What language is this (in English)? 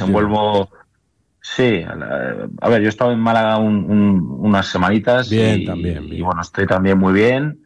Spanish